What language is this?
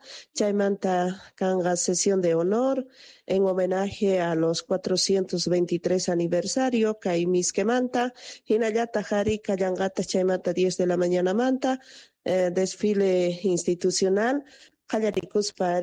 Quechua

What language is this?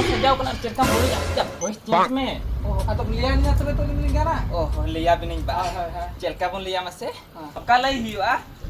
Santali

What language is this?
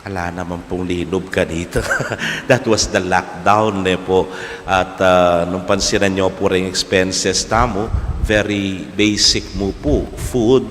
Pampanga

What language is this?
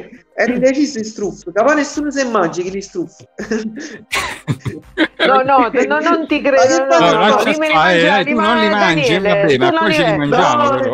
Italian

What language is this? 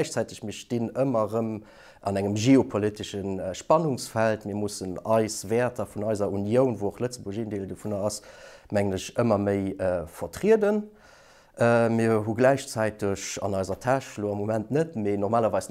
Luxembourgish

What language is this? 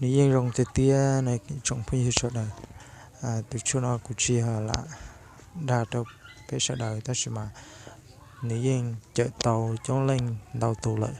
Hmong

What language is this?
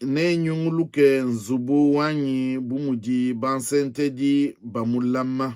Luba-Lulua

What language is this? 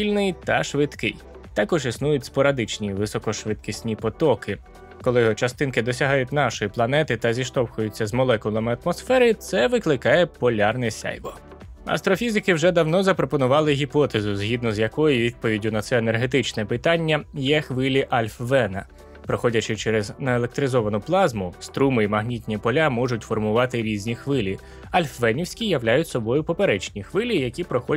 Ukrainian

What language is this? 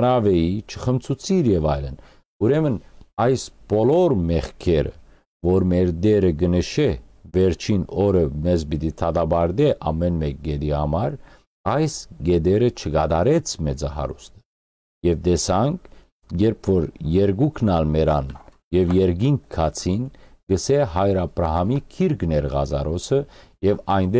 Western Armenian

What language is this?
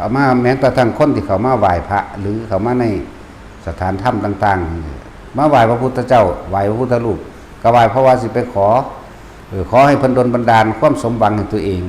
Lao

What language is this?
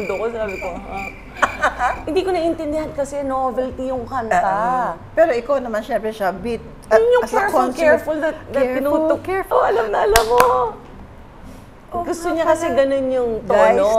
Filipino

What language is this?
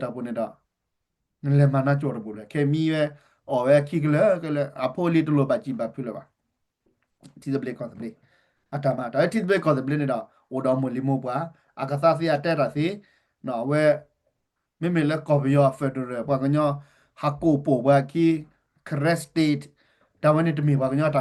S'gaw Karen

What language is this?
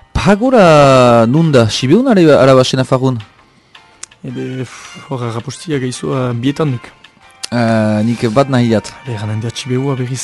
Basque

